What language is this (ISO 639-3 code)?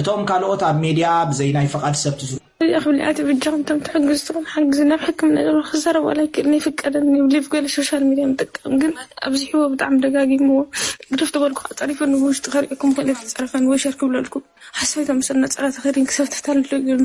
tir